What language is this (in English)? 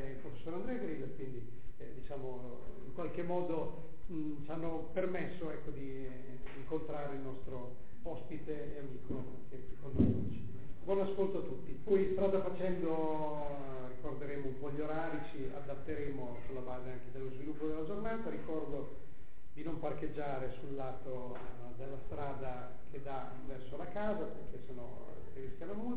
Italian